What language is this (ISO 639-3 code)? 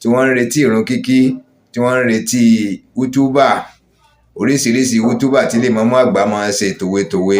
yor